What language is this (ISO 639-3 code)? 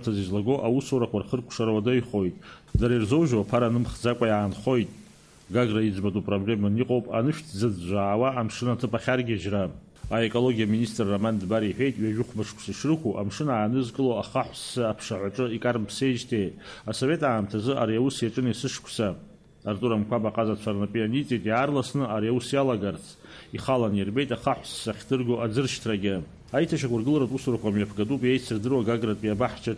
abk